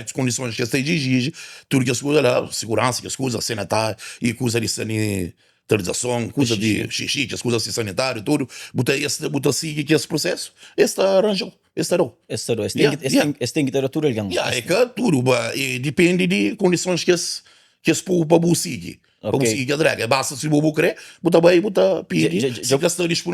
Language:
Kabuverdianu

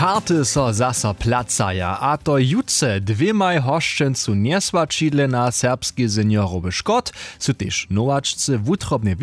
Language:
Upper Sorbian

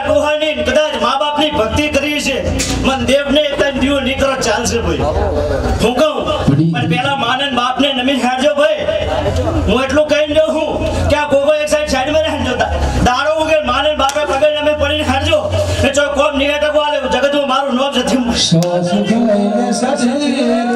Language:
Gujarati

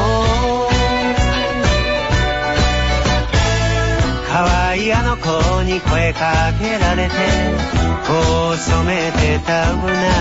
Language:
Japanese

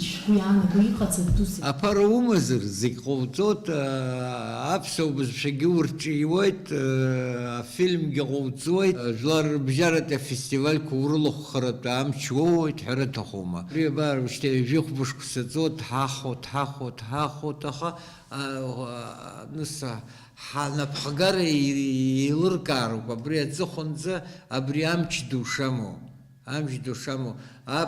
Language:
Abkhazian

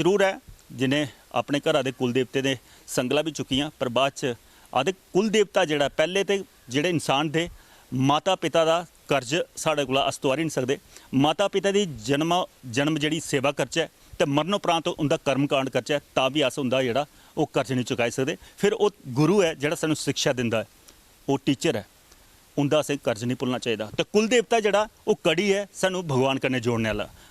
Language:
Dogri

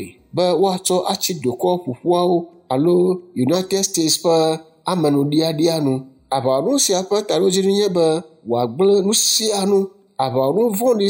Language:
Ewe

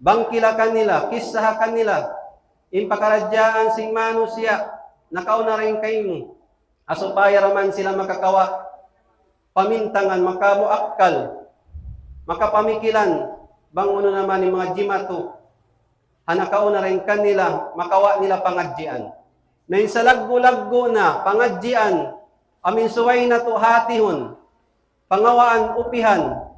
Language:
Tausug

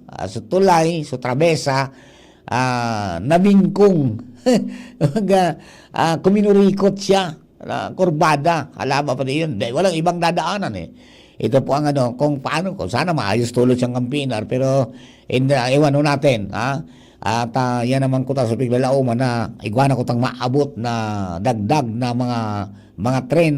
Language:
Bikol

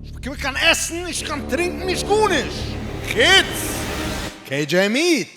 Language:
Yiddish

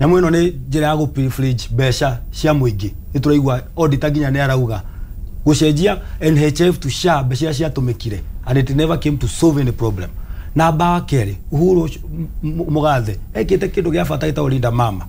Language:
Kikuyu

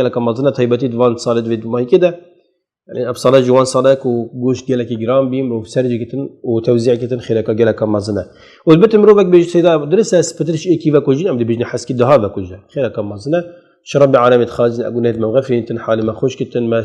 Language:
Kurdish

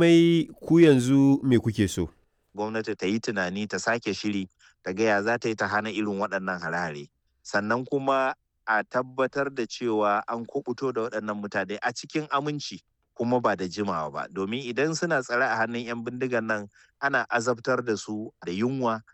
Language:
Hausa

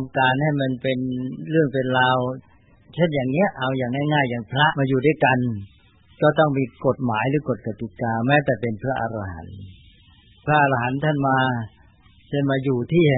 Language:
Thai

